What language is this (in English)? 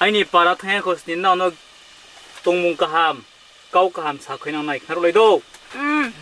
Riang (India)